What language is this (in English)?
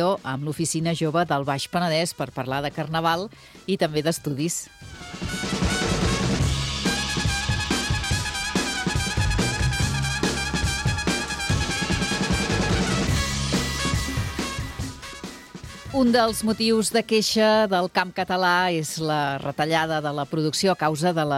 Catalan